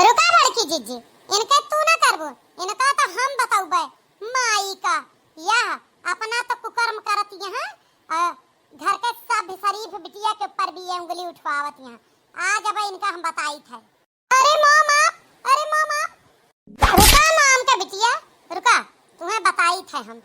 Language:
Awadhi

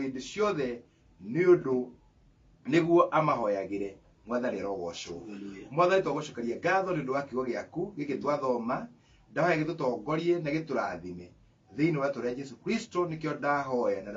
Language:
Kikuyu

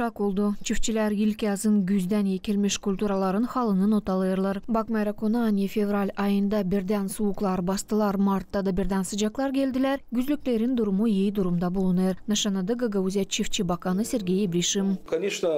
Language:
Gagauz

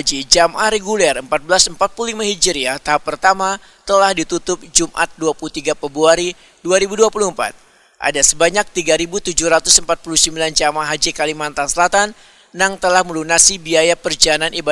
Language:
Banjar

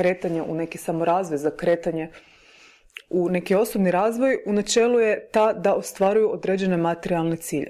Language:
Croatian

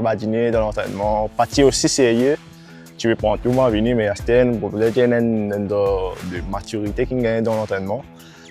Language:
Morisyen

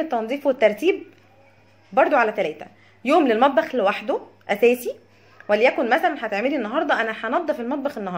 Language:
Egyptian Arabic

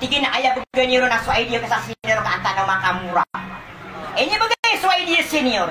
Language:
Maranao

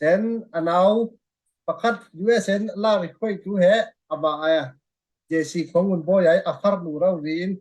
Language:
Falam Chin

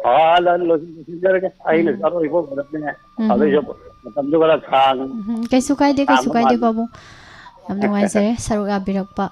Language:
Manipuri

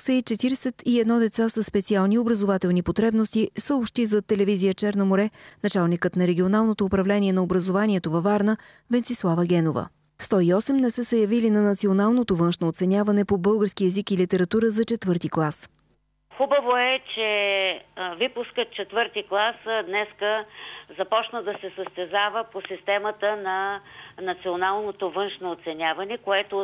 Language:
Bulgarian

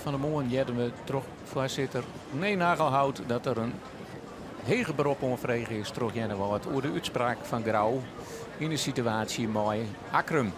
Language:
Western Frisian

